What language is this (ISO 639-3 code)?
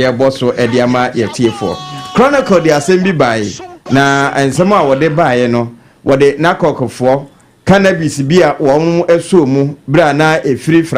aka